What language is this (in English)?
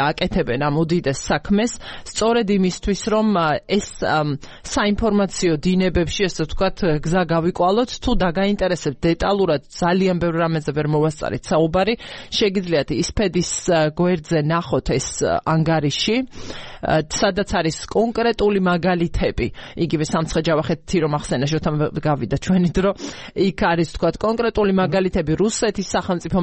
Georgian